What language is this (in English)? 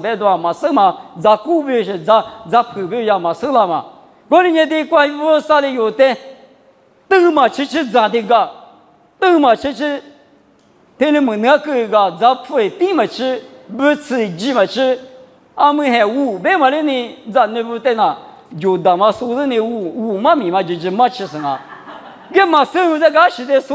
Lisu